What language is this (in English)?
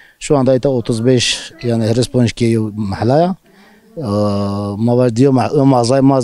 Zaza